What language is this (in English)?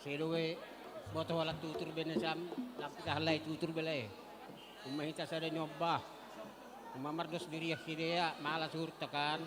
Batak Simalungun